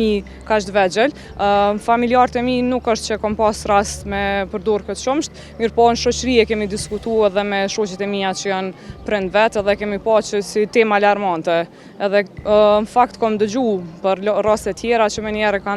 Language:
Albanian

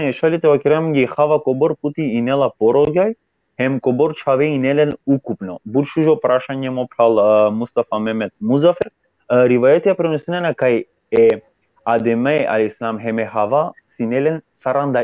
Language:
Balkan Romani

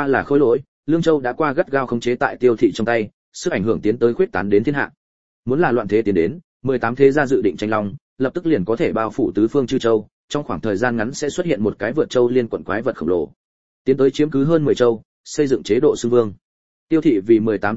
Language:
Vietnamese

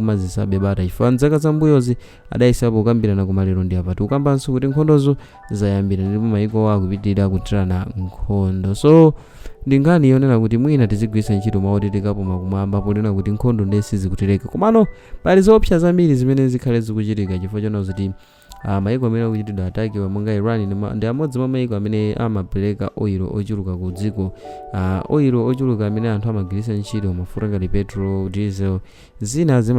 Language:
Nyanja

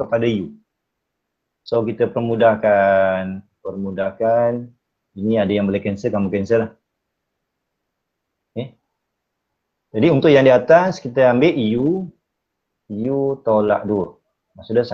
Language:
Malay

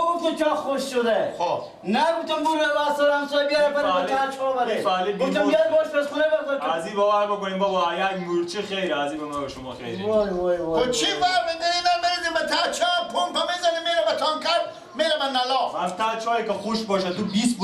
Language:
Persian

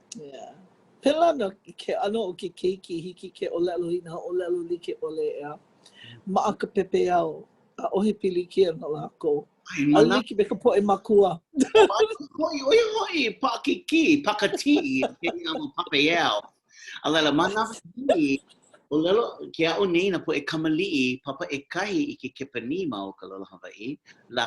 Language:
Hawaiian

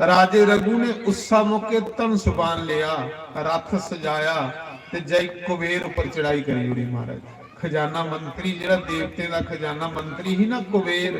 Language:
Dogri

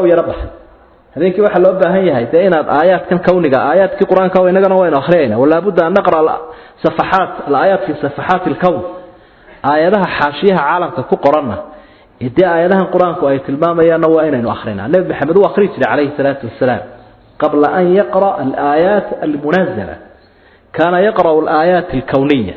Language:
Somali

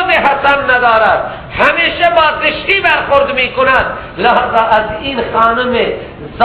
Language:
Persian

